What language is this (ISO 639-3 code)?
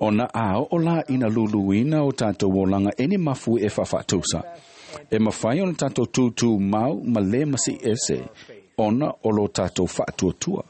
smo